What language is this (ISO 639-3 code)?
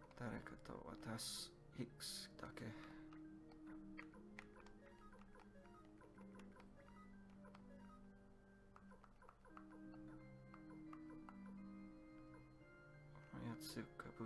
jpn